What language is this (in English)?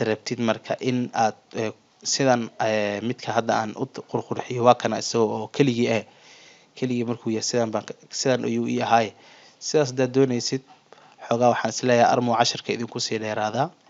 Somali